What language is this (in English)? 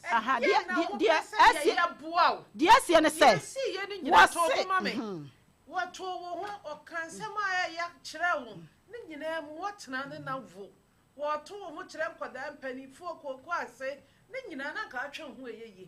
Akan